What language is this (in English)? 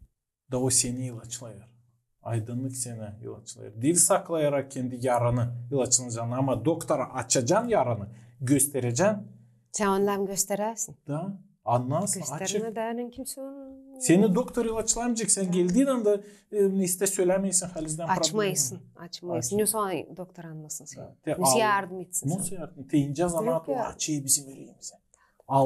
Gagauz